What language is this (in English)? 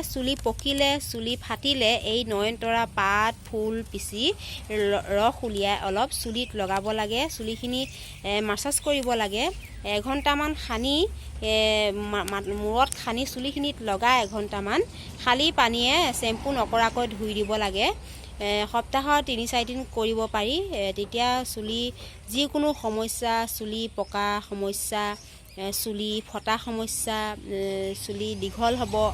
Assamese